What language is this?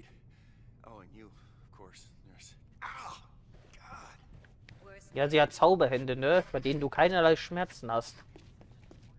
German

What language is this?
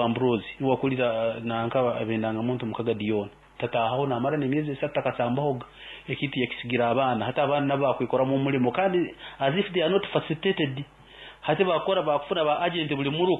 Nyoro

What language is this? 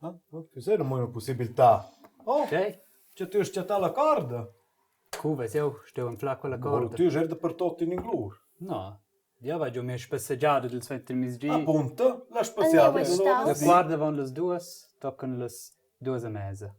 Romansh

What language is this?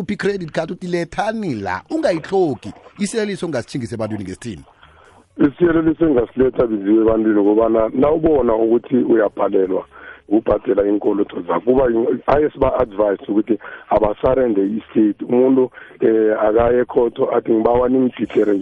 South Ndebele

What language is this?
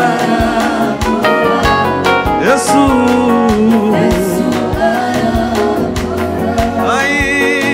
Kinyarwanda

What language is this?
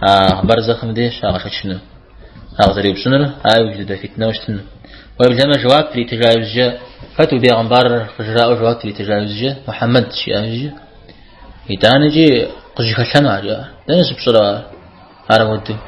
Kabardian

